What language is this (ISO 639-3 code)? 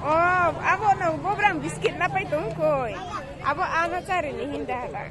ria